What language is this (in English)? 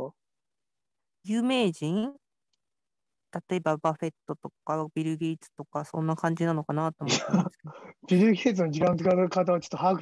Japanese